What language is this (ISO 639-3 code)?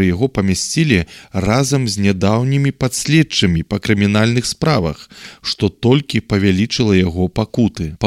bel